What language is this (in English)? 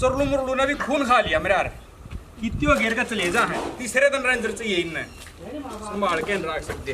Haryanvi